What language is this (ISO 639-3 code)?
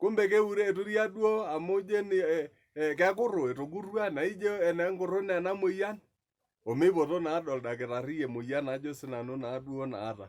mas